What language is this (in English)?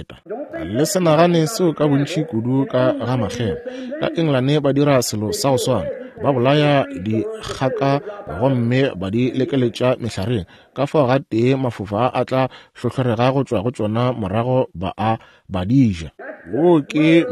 Northern Sotho